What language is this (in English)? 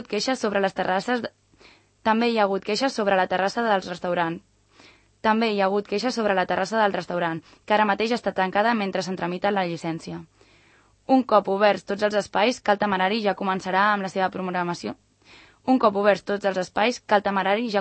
Catalan